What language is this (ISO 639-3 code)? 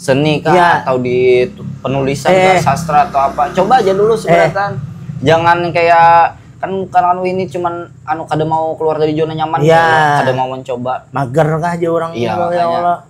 bjn